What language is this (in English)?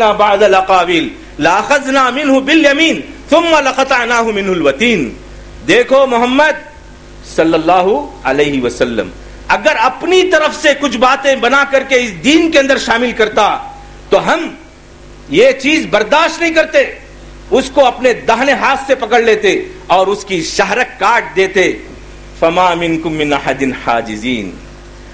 Urdu